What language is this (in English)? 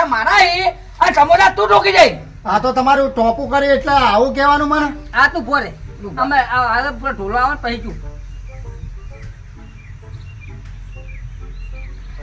Gujarati